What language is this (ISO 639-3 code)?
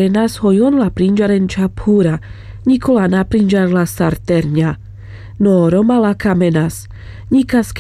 rmc